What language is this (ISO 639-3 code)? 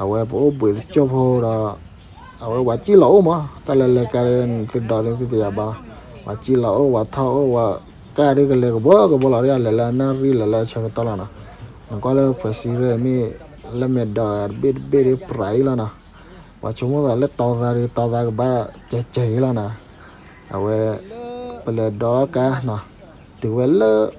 ksw